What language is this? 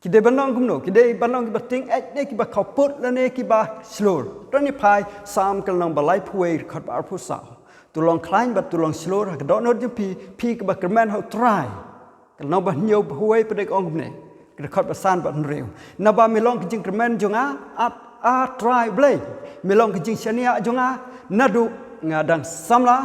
Khasi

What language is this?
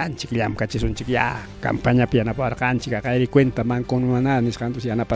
Ayacucho Quechua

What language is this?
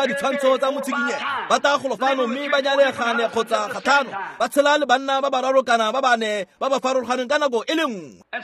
Tswana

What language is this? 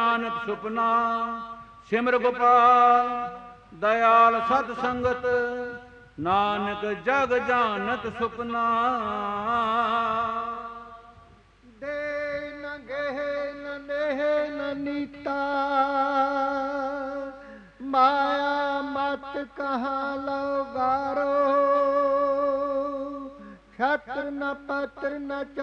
Punjabi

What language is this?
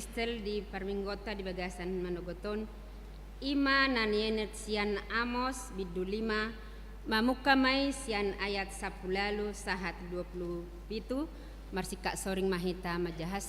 Batak Toba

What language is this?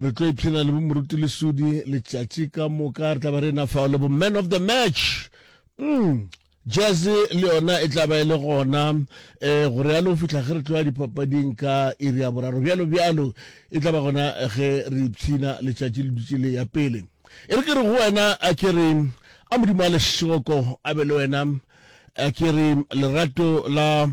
Northern Sotho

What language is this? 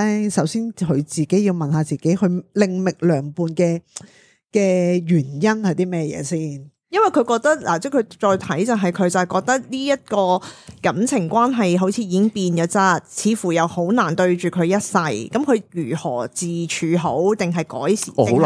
Cantonese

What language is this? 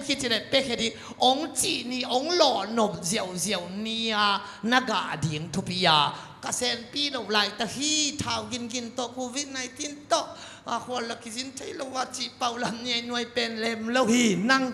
Tedim Chin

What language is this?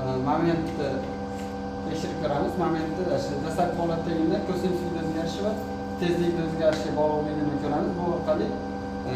Uzbek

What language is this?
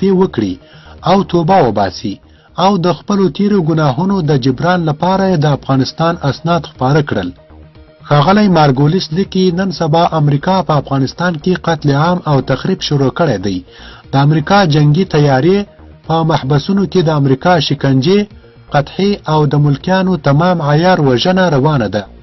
Pashto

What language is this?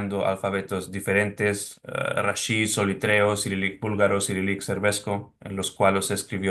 Ladino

